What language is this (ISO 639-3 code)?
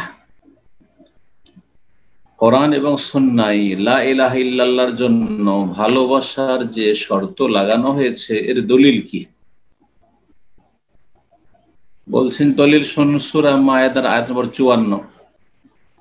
ben